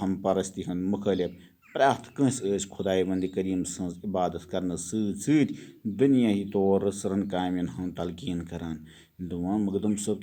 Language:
Kashmiri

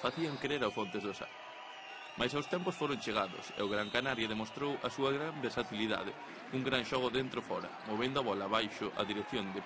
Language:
Galician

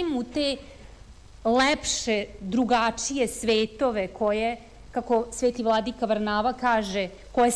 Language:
Serbian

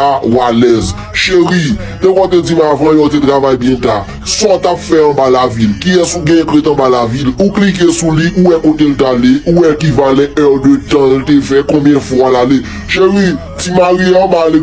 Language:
Haitian Creole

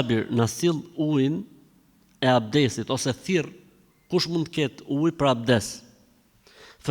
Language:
Albanian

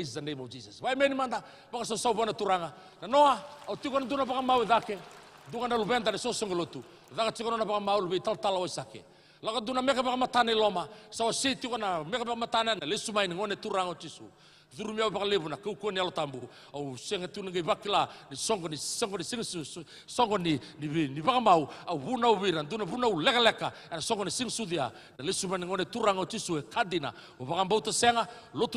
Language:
Fijian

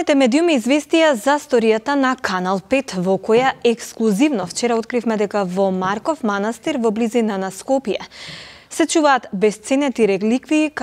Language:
Macedonian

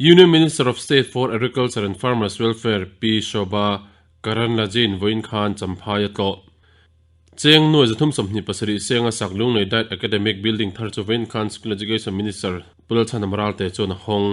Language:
Mizo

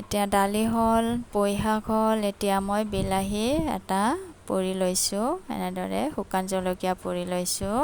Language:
Assamese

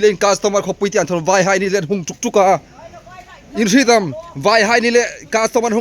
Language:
Hmar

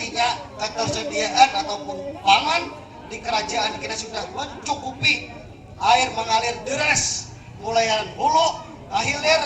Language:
Banjar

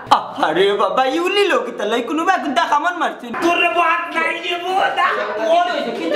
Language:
Sylheti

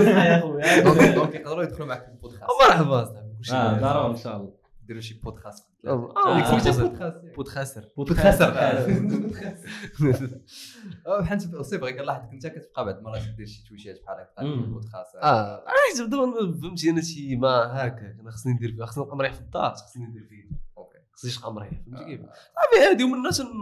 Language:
Moroccan Arabic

